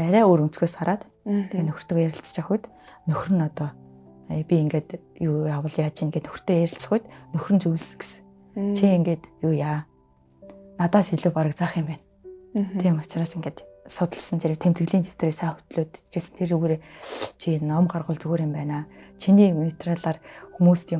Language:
Mongolian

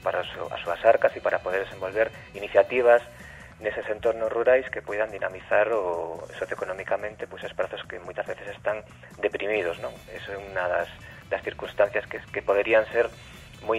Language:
Galician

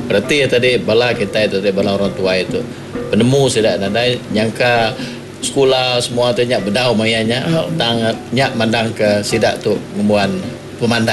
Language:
Iban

